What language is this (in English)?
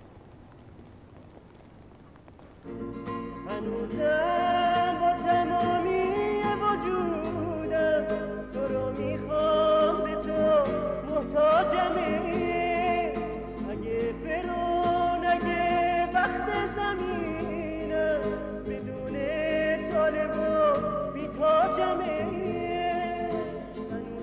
Persian